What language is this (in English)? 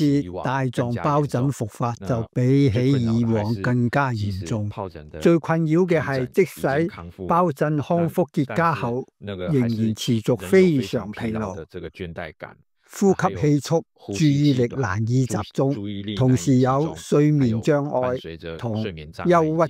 Cantonese